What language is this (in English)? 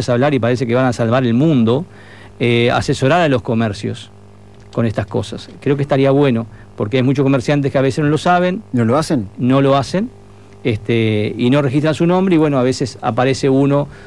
Spanish